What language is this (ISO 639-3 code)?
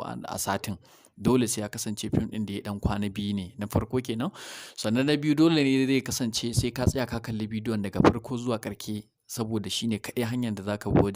hau